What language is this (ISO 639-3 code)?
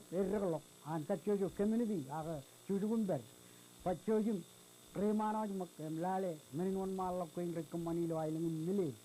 mah